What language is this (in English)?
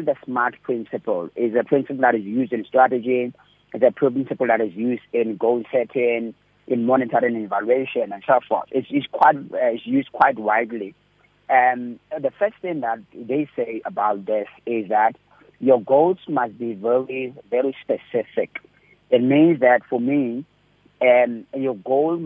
English